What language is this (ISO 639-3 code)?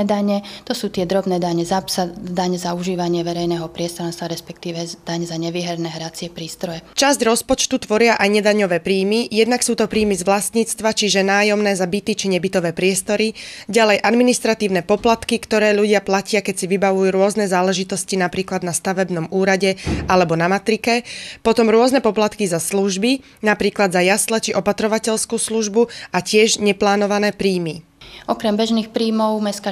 slk